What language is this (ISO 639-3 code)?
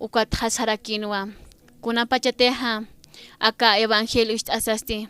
aym